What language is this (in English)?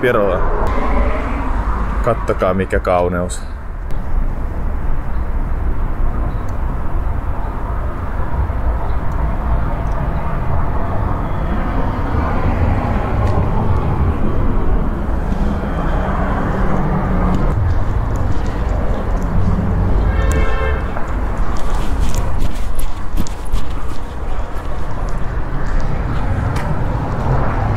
Finnish